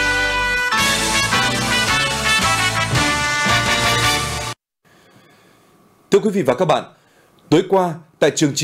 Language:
Vietnamese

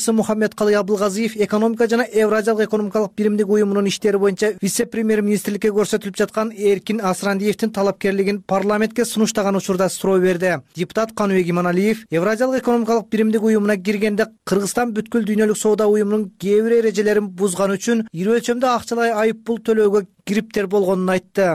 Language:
Kyrgyz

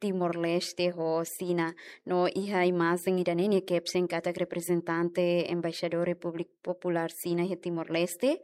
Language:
Tetum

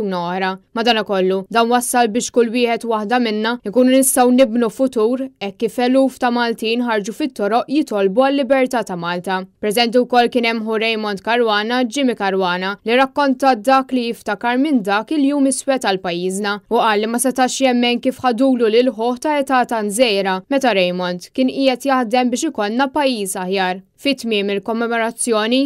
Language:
Maltese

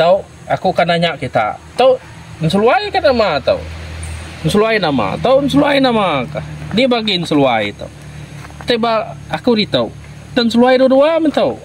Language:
Iban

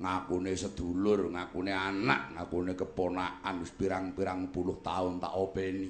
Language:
Javanese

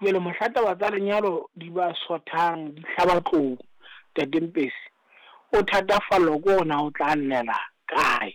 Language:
Southern Sotho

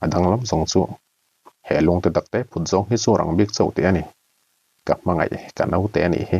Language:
Mizo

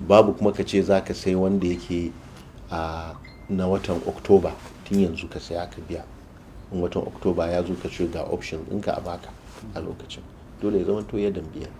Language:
Hausa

